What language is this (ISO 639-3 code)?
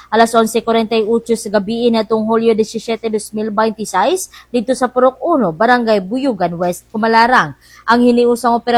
ceb